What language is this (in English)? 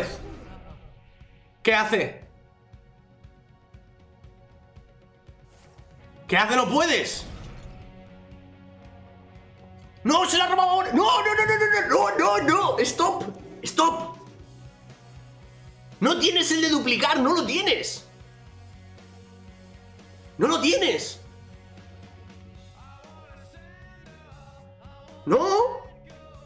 Spanish